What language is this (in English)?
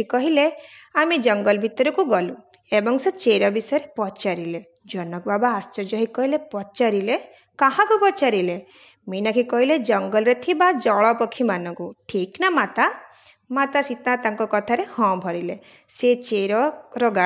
Odia